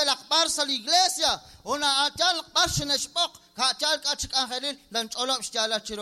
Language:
Kekchí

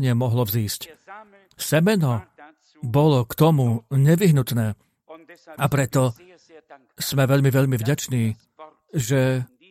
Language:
Slovak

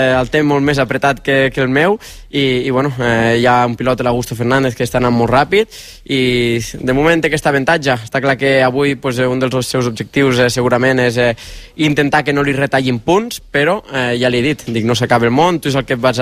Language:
Catalan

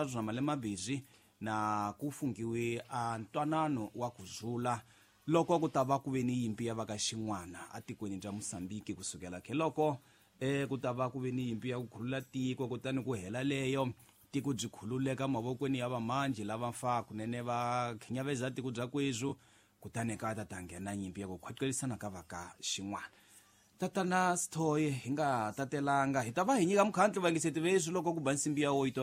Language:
Tsonga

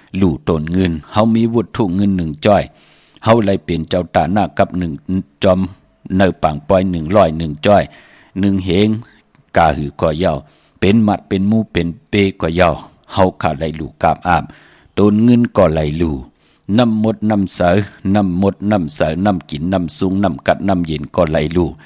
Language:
Shan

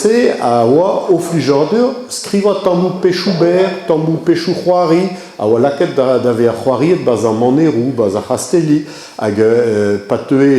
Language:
Breton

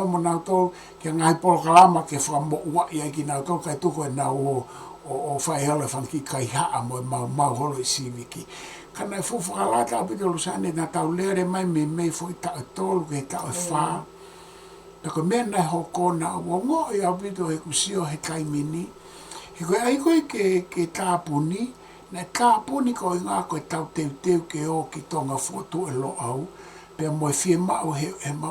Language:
Tongan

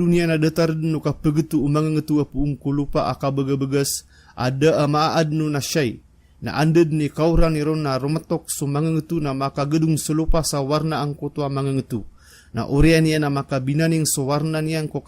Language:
Maranao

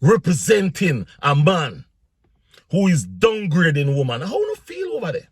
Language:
Jamaican Creole English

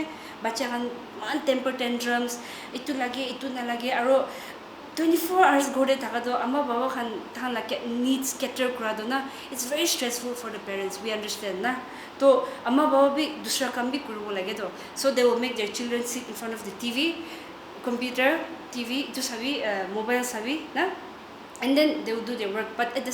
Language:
Naga Pidgin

